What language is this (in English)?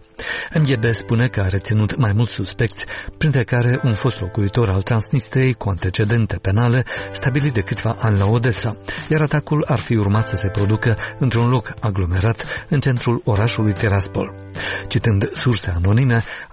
Romanian